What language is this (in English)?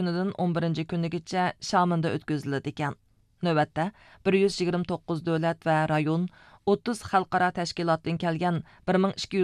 Uyghur